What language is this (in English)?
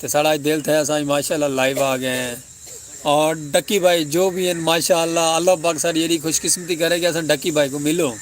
Saraiki